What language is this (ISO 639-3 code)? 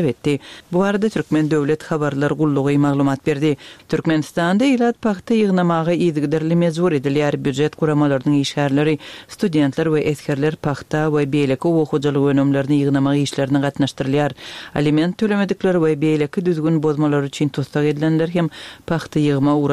tuk